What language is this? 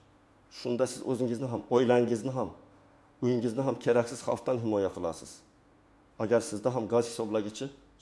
Uzbek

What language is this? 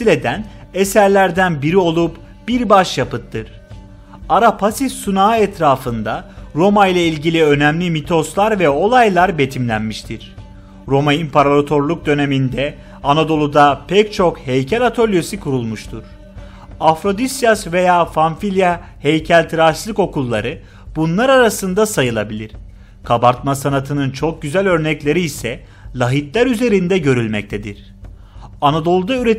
Turkish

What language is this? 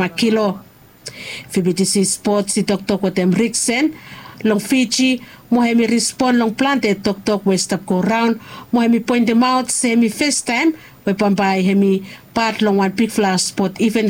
Bislama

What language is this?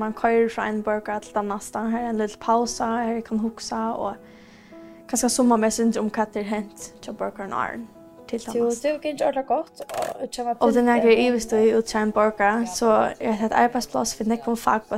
Faroese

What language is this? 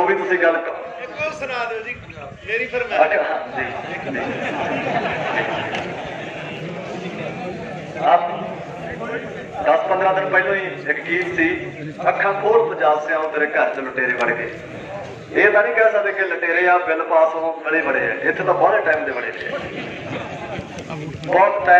Punjabi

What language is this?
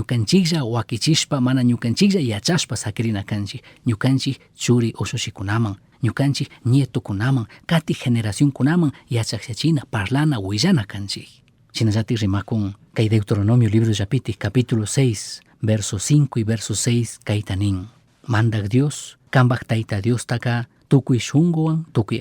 Chimborazo Highland Quichua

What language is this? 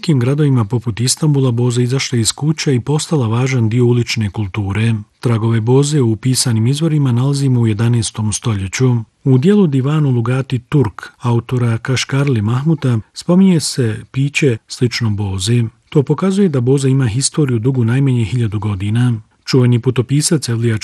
Bosnian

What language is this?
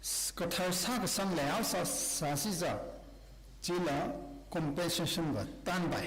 Tangkhul Naga (India)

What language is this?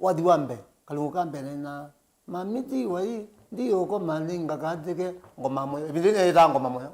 Kamba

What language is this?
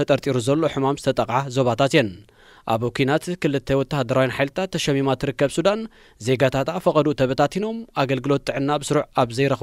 Tigrinya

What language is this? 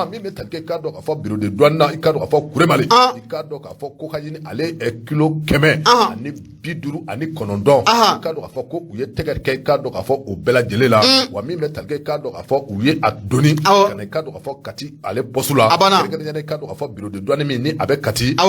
Bambara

